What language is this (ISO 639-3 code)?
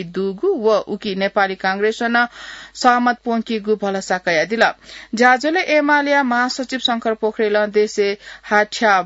new